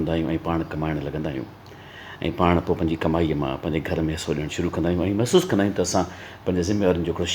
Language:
Sindhi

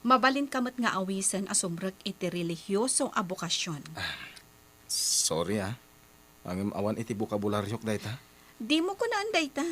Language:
Iloko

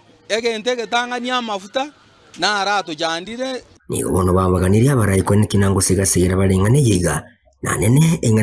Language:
Gusii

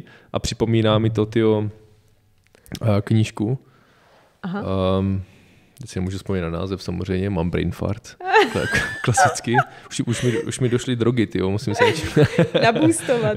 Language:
Czech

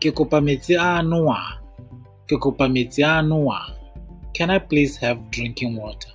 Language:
Tswana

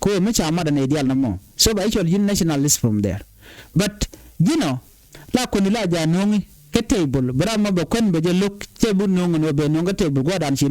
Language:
Nuer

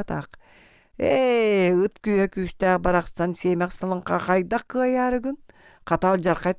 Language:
Yakut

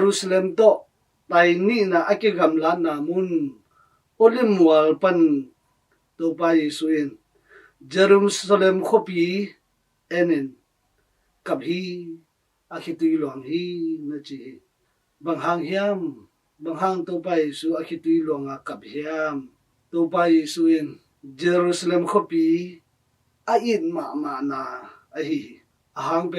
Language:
Tedim Chin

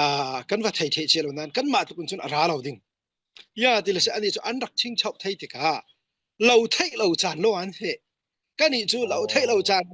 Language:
Falam Chin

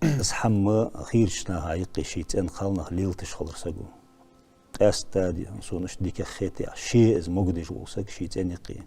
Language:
Ingush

